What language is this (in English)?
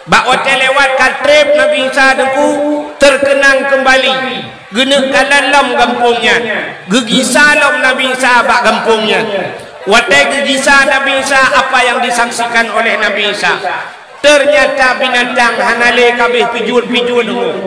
Achinese